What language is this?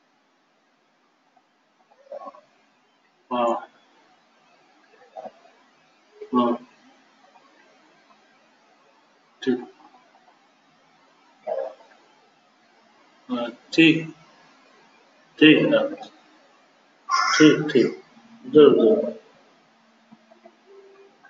Hindi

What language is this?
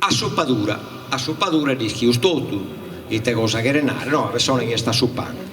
Sardinian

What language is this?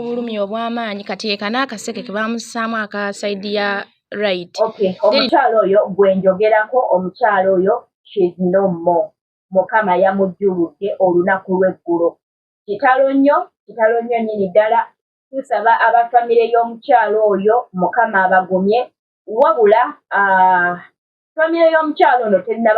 Ganda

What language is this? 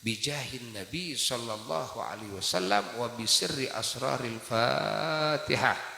Sundanese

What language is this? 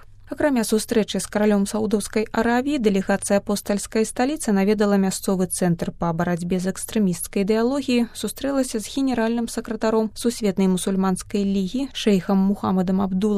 Belarusian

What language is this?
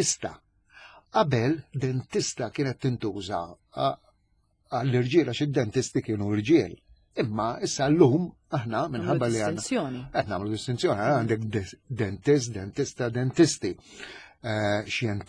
Maltese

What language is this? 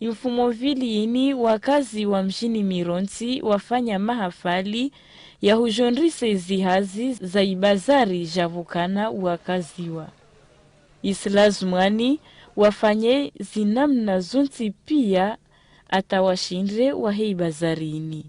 Ngazidja Comorian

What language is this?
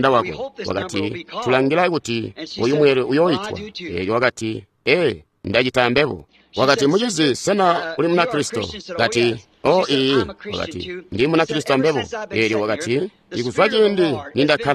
Tonga (Zambia)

